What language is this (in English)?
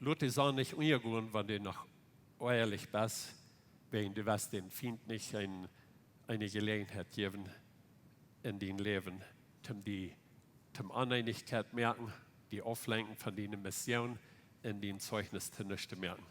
Plautdietsch